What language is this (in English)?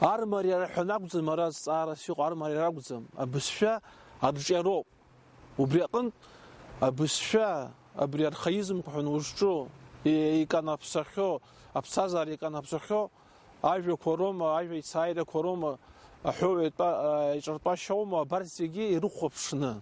Abkhazian